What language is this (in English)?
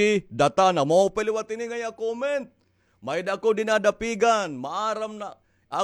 Waray